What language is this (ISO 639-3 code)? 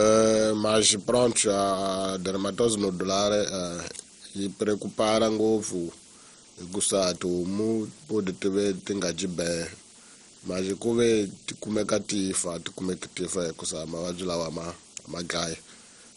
tso